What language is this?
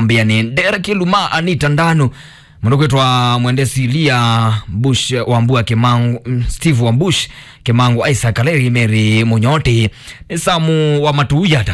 Kamba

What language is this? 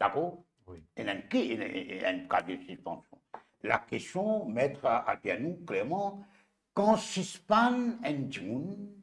Morisyen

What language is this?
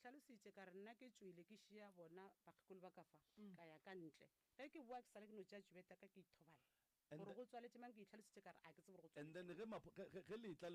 Northern Sotho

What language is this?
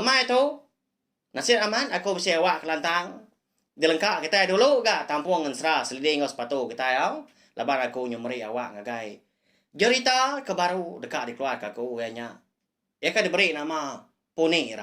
Iban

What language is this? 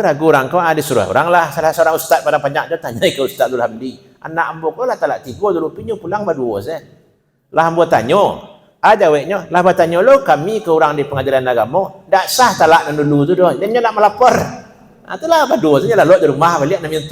Minangkabau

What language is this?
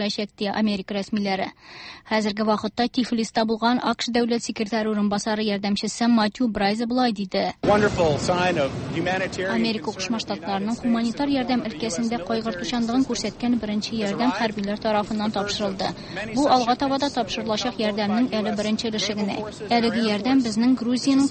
Tatar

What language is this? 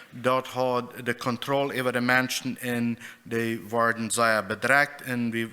Plautdietsch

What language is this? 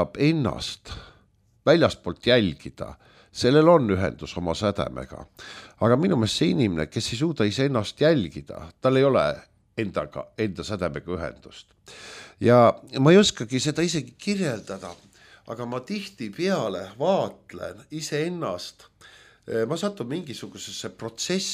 Estonian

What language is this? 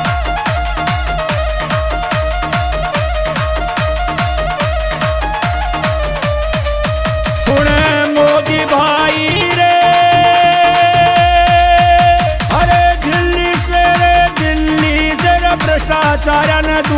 Bhojpuri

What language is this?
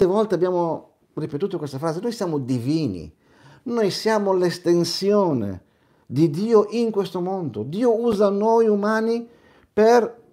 Italian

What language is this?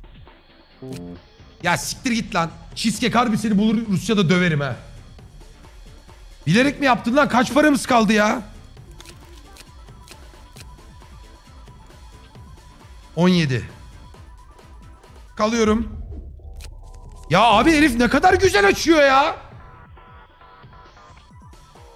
Turkish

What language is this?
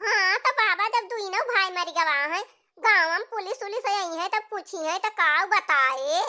Awadhi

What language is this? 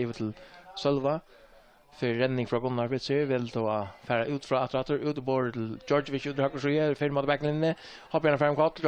Faroese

